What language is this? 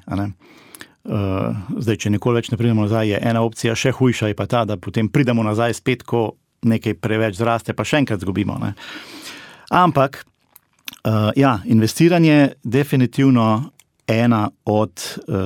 Slovenian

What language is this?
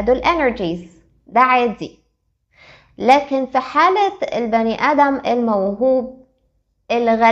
Egyptian Arabic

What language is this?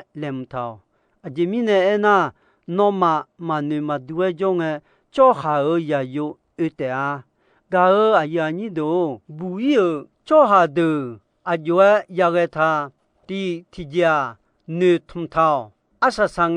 Akha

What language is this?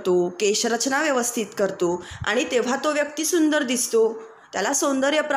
Marathi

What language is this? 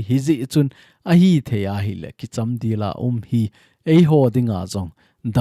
Thado Chin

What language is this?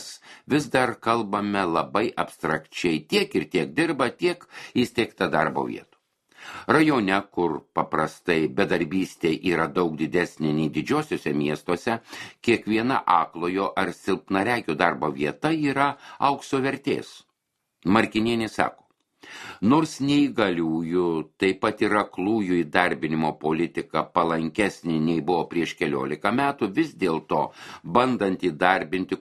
Lithuanian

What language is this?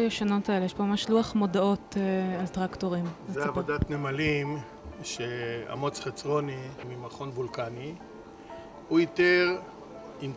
Hebrew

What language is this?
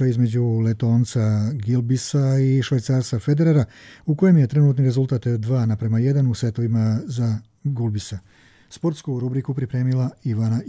Croatian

